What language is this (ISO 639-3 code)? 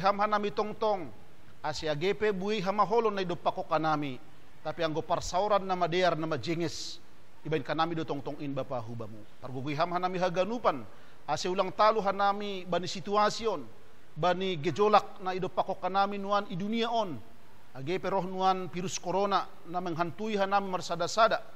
bts